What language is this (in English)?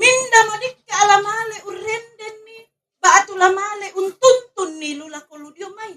Toraja-Sa'dan